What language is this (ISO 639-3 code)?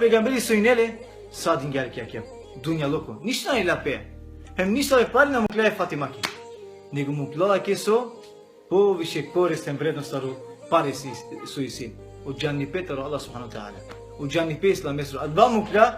rmn